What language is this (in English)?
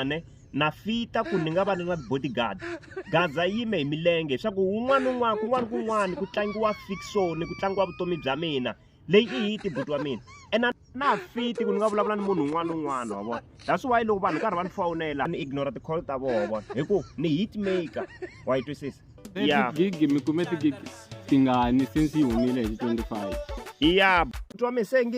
Tsonga